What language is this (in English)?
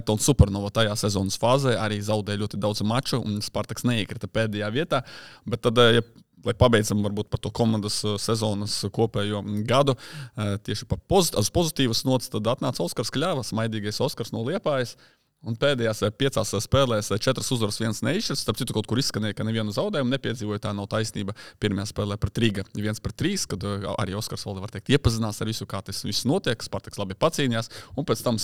Latvian